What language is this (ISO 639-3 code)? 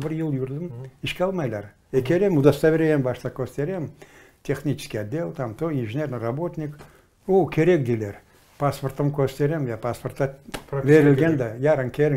crh